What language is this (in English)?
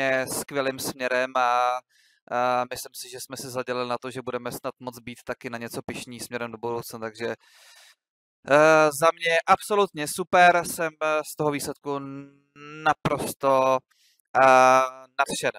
Czech